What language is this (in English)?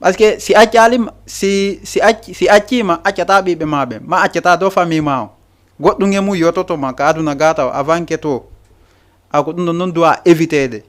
Fula